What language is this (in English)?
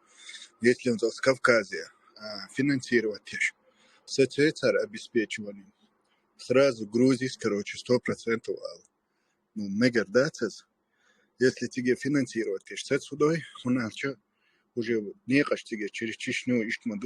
Chechen